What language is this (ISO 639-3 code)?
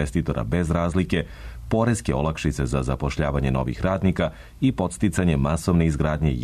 srp